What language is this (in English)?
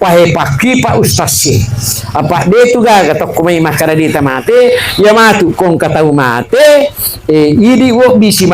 Buginese